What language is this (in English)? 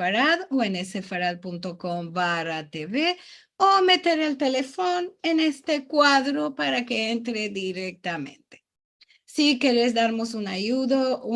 Ladino